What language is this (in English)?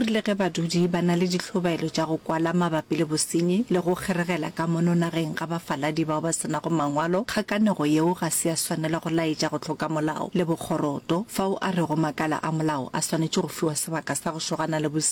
Northern Sotho